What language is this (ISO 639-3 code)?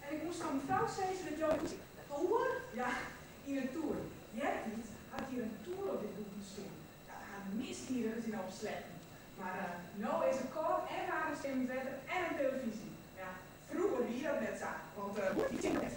fry